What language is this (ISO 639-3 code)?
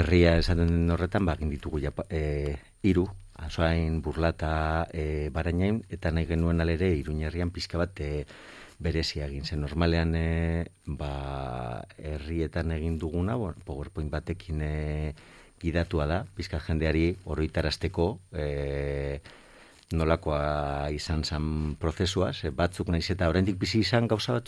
eus